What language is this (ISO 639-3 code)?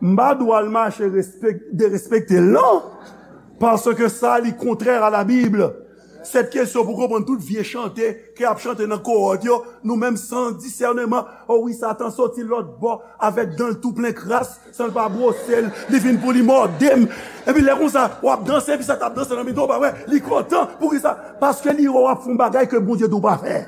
hat